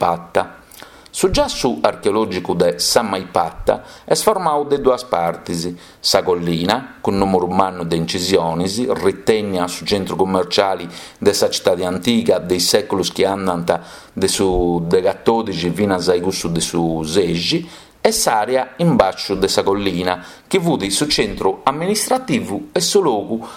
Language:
Sardinian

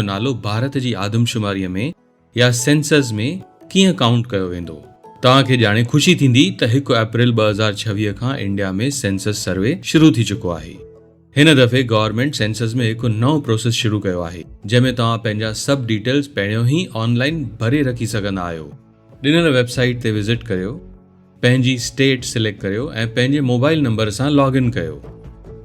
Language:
Sindhi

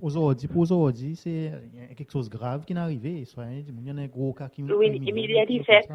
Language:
Seselwa Creole French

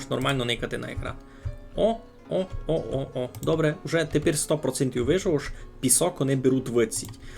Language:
Rusyn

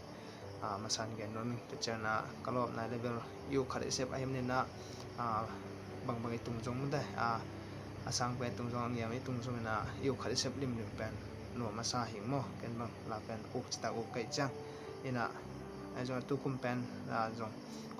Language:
Tedim Chin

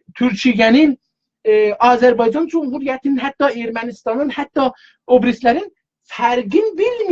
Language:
South Azerbaijani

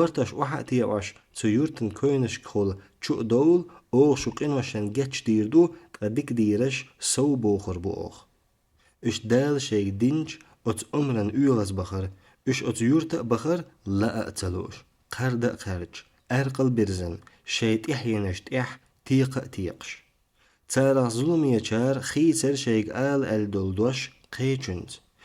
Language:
Chechen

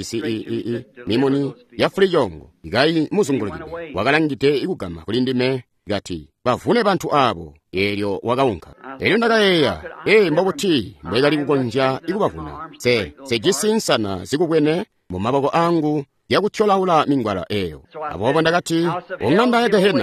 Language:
Tonga (Zambia)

